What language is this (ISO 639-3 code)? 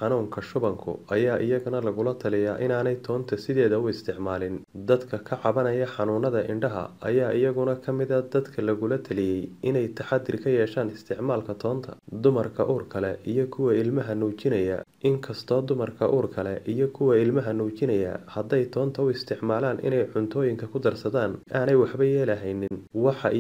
som